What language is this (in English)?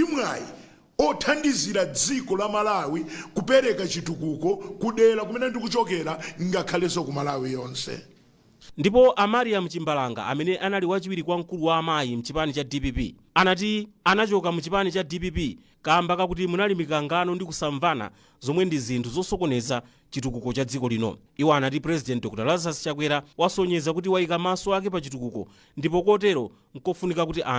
Nyanja